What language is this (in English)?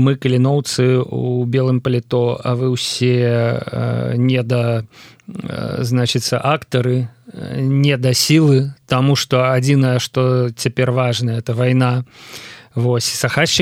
Belarusian